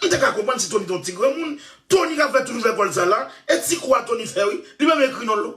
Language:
Haitian Creole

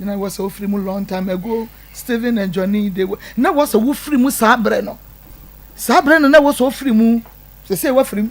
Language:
Akan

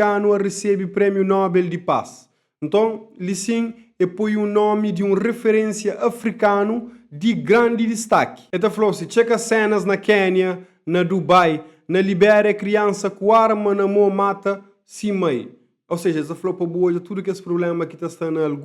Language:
Kabuverdianu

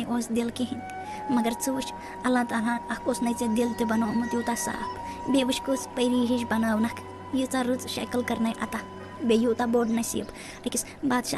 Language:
Kashmiri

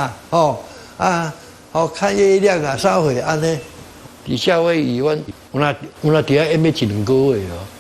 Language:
Min Nan Chinese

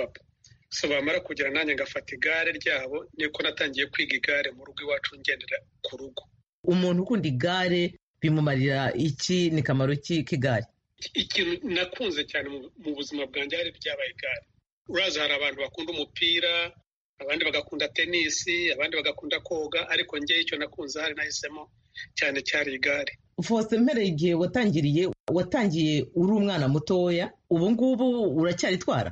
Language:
Kinyarwanda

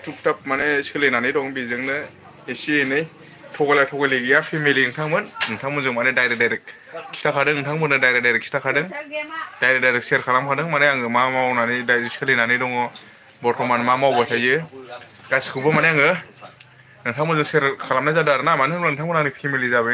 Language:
Bodo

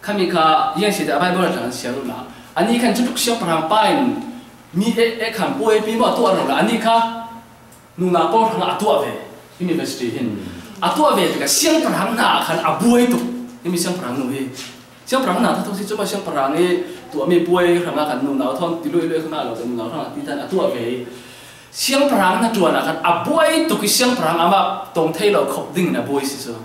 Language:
Falam Chin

